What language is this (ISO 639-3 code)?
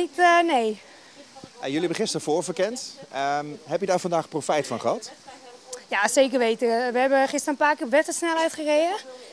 nld